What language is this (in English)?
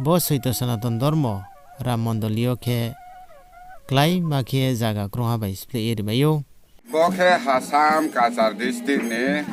Riang (India)